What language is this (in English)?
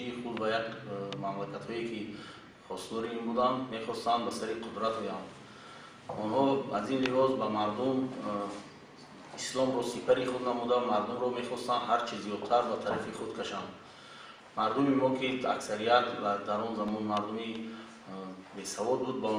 Tajik